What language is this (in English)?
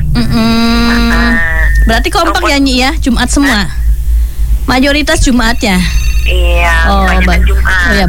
Indonesian